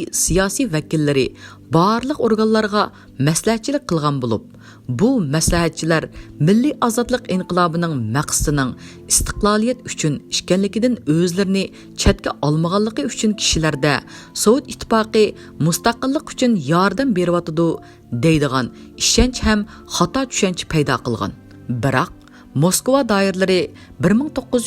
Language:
Uyghur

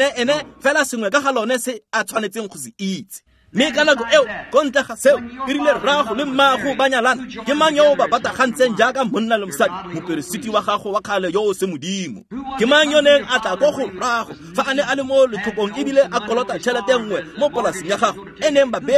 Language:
Tswana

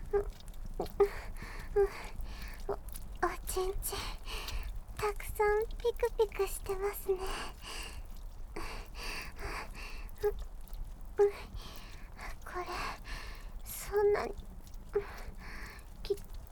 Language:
Japanese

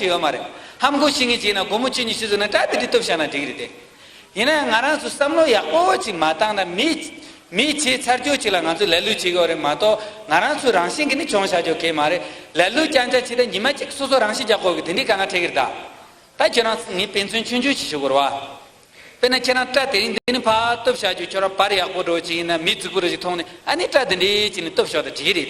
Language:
Tibetan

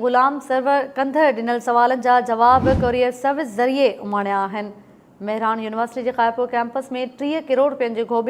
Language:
Sindhi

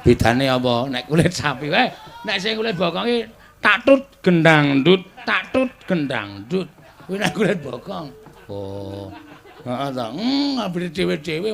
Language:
Javanese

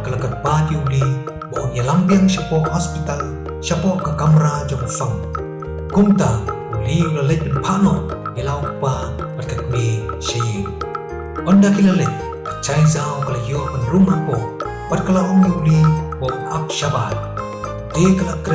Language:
Khasi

